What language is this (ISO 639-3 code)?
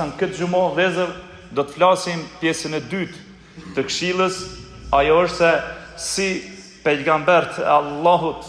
sqi